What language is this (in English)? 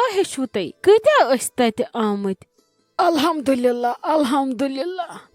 Kashmiri